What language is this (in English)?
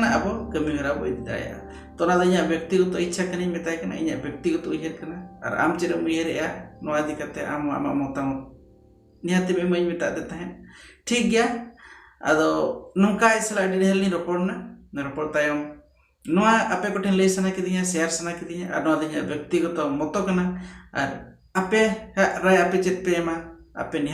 Santali